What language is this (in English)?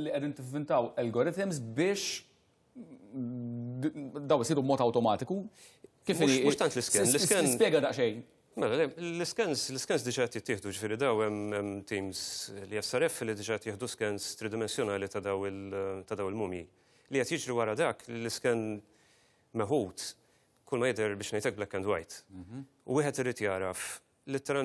Maltese